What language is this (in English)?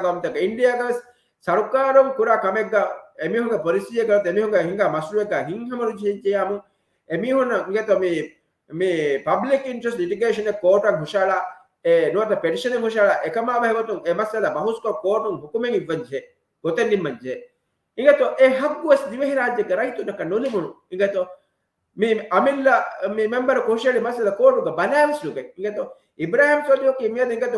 Divehi